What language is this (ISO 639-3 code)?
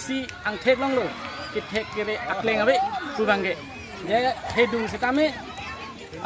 mjw